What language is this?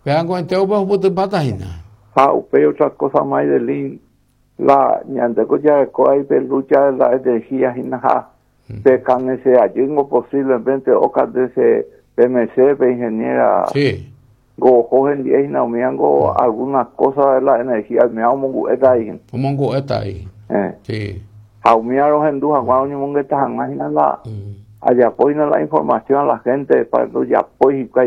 Guarani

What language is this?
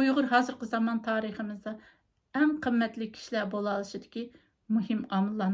Uyghur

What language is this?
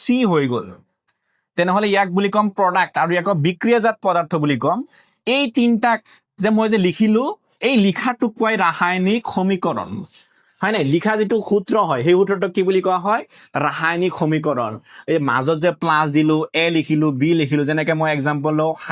Assamese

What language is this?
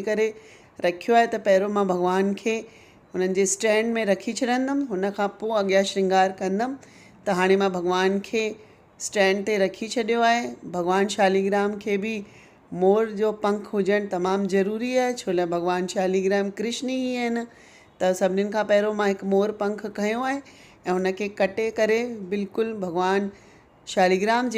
Sindhi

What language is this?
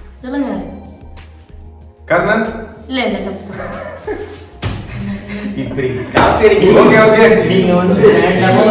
Tamil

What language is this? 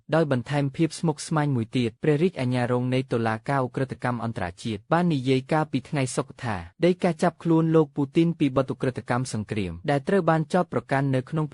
Khmer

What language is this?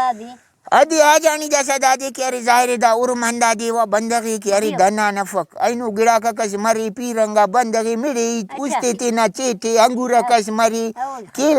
Brahui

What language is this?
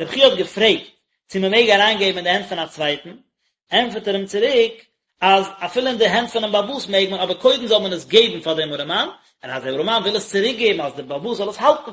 Yiddish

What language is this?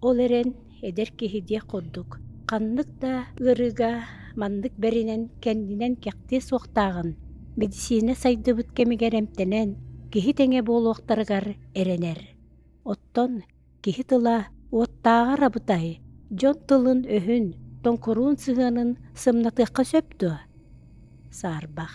Yakut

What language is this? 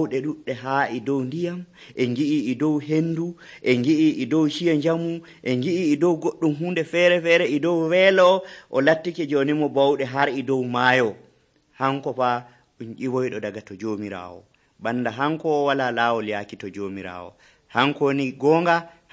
Nigerian Fulfulde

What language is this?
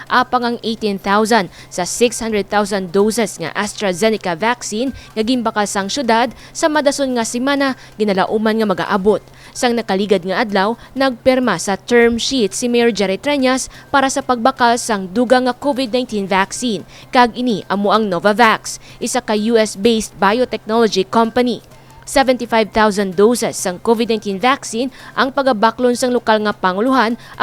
Hiligaynon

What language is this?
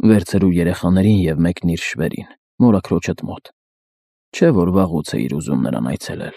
Armenian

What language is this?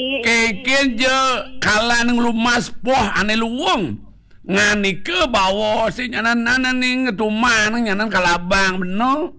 Balinese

